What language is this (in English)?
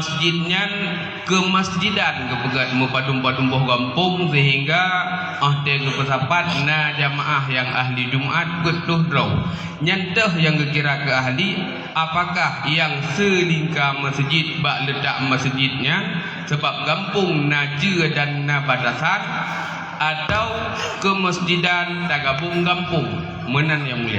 Achinese